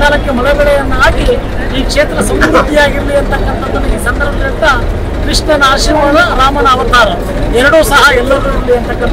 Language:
Kannada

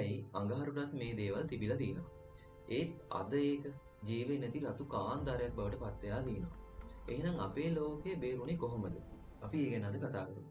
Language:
Sinhala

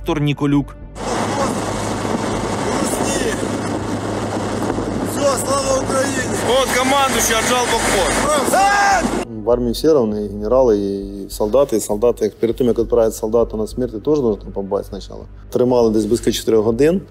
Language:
Ukrainian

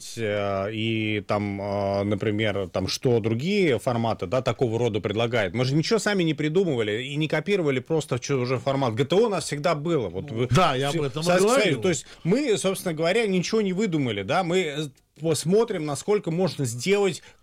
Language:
Russian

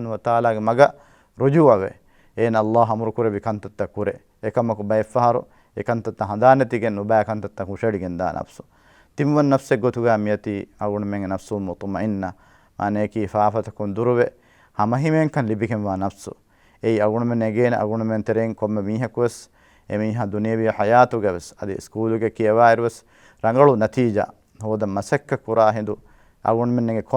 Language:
Divehi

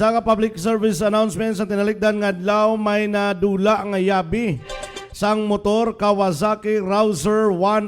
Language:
Hiligaynon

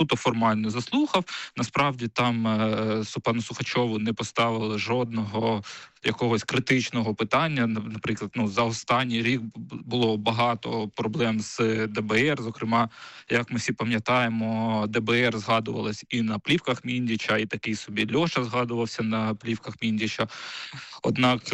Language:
Ukrainian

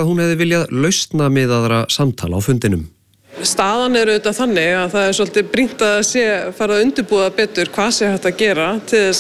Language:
Icelandic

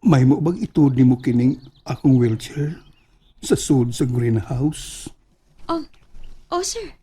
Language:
Cebuano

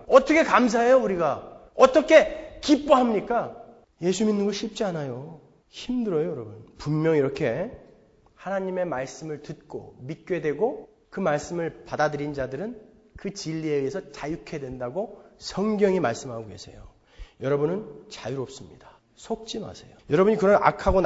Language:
Korean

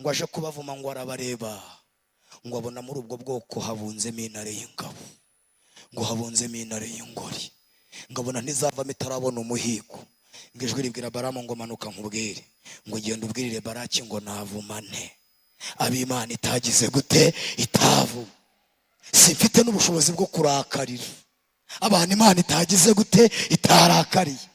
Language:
Kinyarwanda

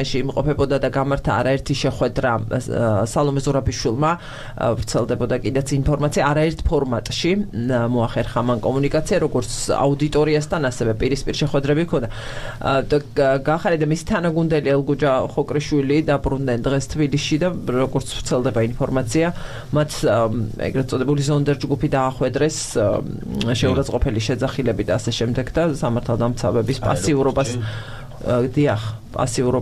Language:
Georgian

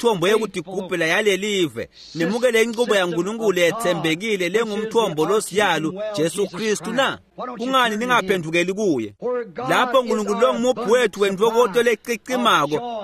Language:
Swati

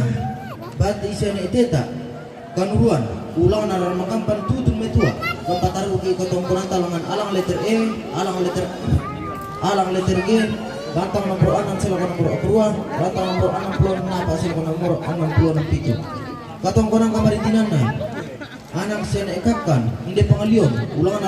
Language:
Toraja-Sa'dan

